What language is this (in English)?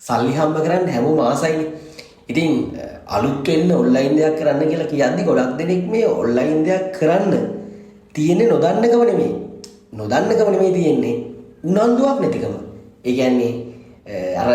Sinhala